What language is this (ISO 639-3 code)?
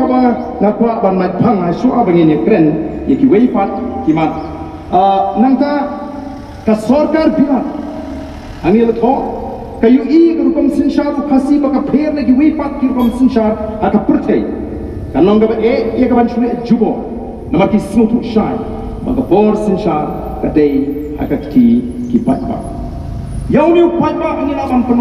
kha